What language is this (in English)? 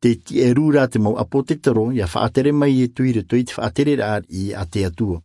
Tahitian